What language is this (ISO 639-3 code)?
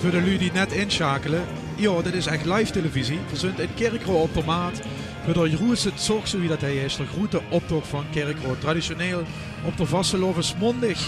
lim